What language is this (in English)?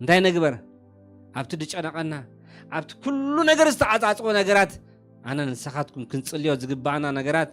Tigrinya